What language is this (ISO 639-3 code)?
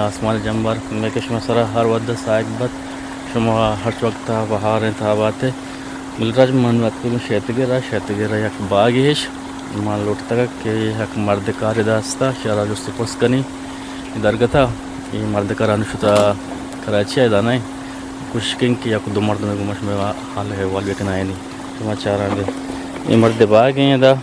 bgp